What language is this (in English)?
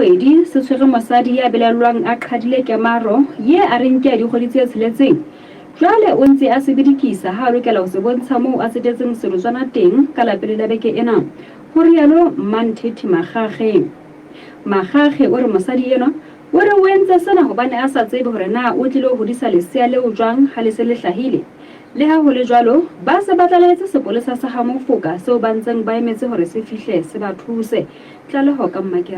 Southern Sotho